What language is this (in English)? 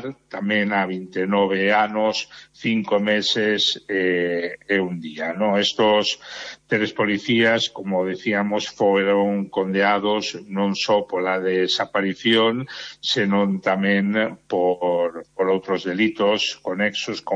Galician